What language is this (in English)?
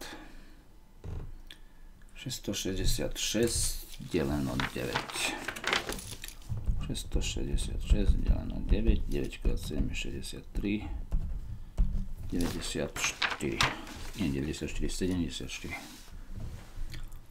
Slovak